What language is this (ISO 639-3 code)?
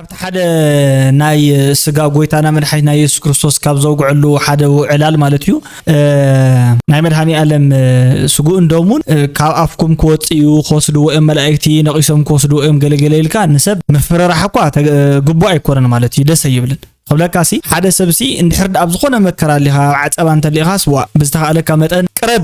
tir